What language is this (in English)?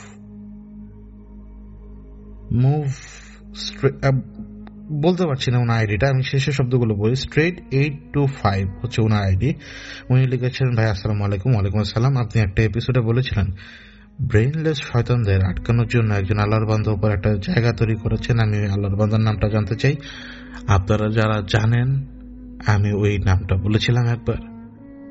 Bangla